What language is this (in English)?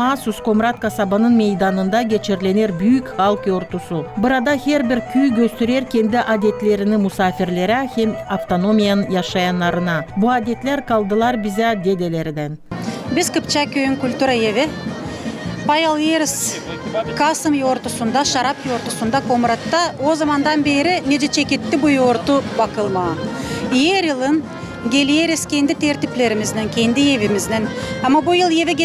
Gagauz